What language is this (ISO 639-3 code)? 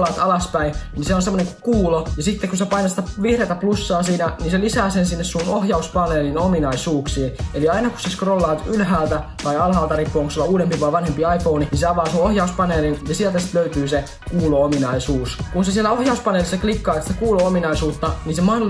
fin